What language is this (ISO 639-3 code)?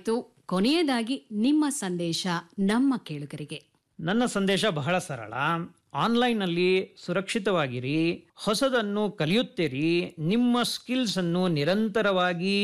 kan